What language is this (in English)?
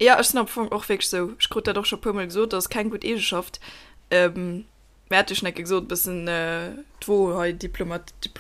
Luxembourgish